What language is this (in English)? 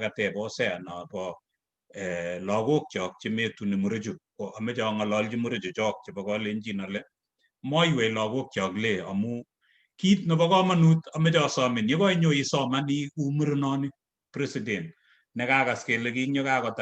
Kalenjin